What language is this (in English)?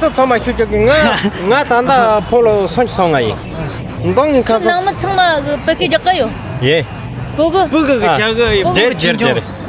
Tibetan